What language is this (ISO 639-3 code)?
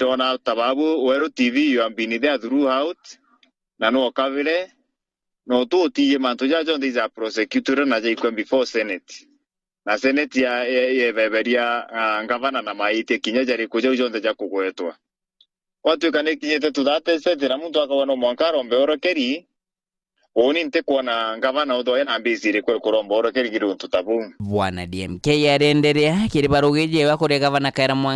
mer